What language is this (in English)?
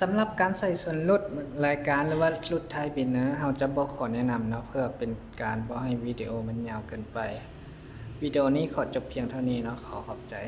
Lao